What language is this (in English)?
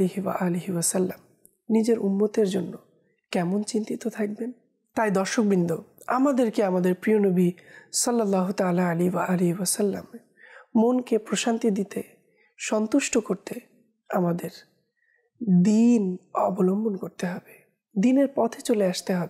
Bangla